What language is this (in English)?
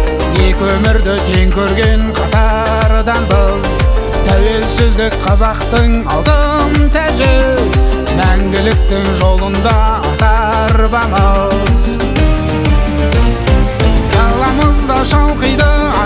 Kazakh